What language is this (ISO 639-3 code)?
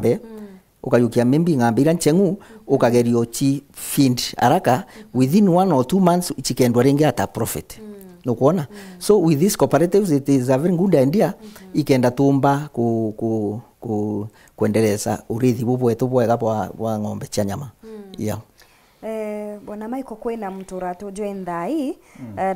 mer